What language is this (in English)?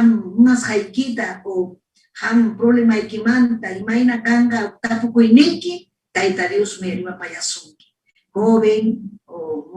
Ayacucho Quechua